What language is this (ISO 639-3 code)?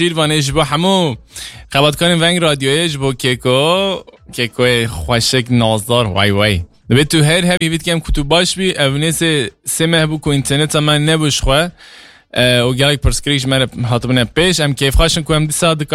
kur